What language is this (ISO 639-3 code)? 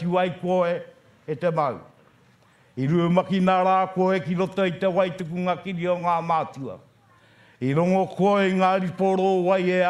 mri